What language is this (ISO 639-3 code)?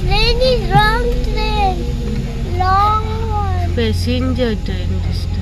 kok